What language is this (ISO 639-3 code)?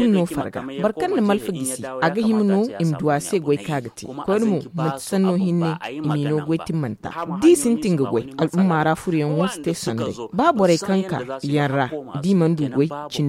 dje